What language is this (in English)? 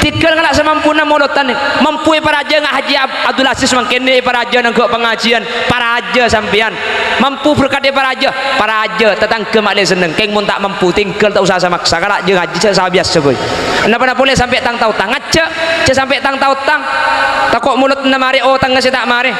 Madurese